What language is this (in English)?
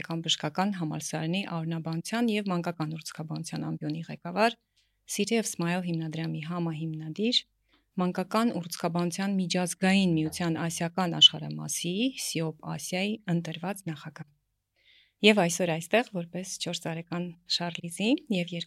Armenian